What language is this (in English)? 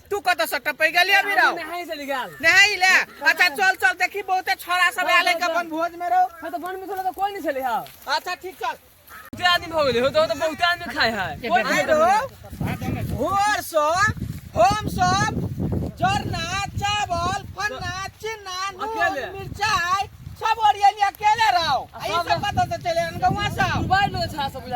Maithili